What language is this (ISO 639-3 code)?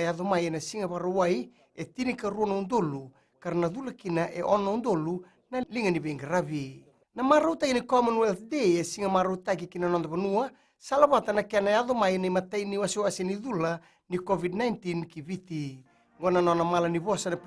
fij